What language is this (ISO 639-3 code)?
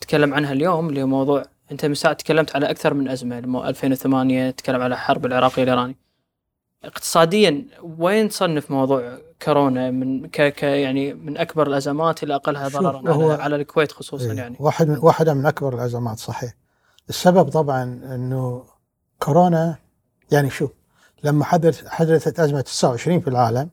afb